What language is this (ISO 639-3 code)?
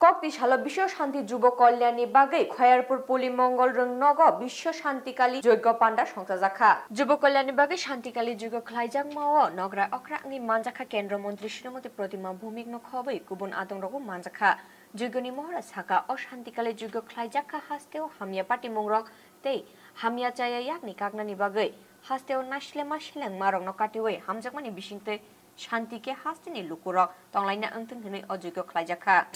trp